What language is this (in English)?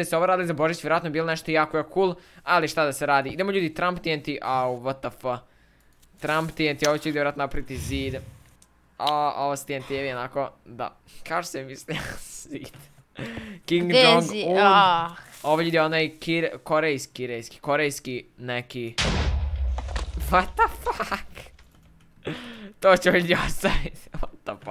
Croatian